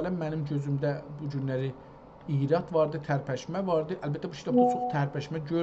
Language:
South Azerbaijani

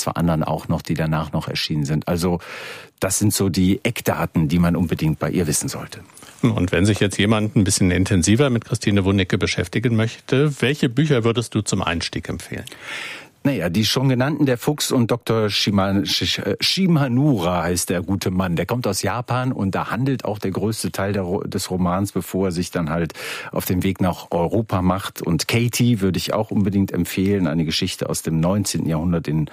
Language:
German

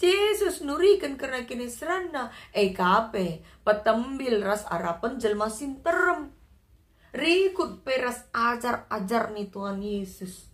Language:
Batak Karo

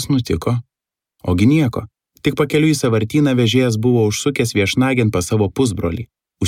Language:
Lithuanian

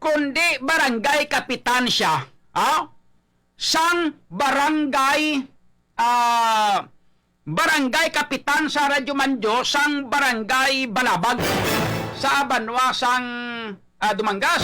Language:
Hiligaynon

